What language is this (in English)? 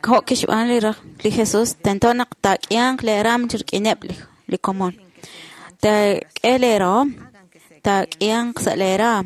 Kekchí